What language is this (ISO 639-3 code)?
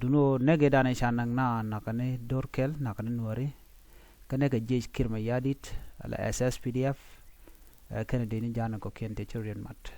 nus